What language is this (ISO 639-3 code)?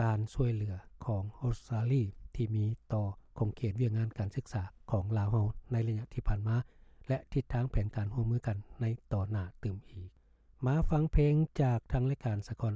lao